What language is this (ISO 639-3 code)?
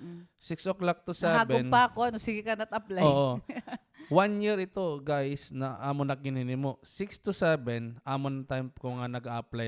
war